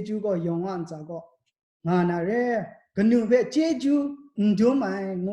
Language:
Kachin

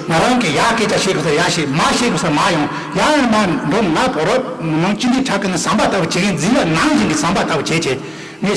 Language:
Tibetan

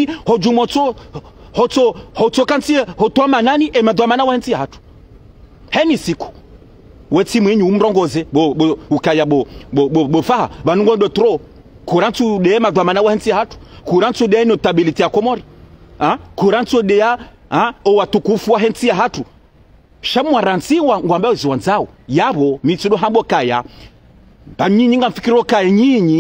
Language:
Ngazidja Comorian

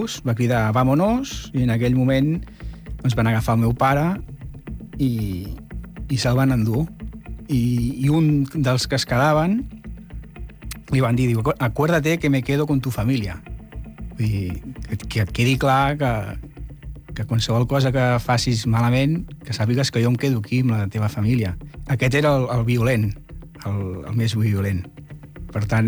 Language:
Catalan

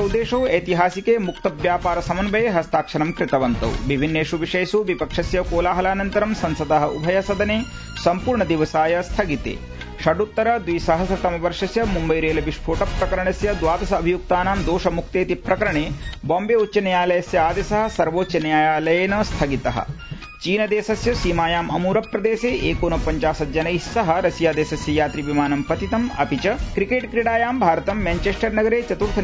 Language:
Sanskrit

